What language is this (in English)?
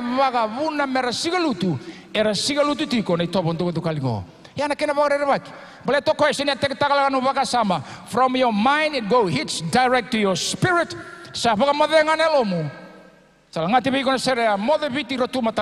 Fijian